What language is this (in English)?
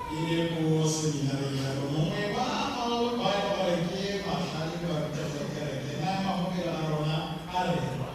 Tswana